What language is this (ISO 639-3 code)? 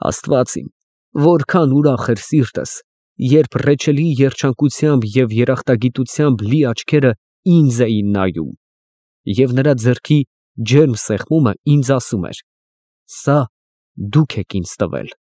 hye